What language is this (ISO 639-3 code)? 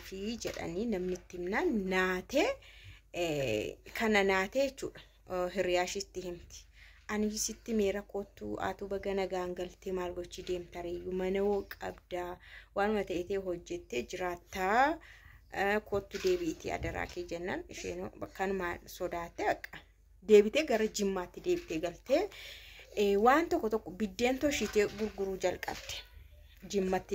orm